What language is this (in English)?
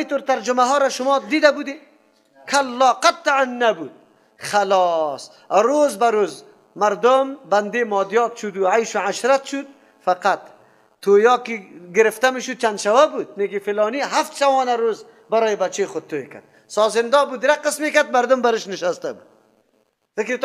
Persian